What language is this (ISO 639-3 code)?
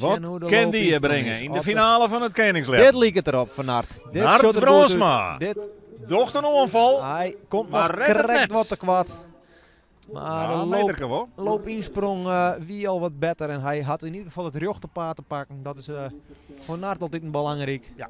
fry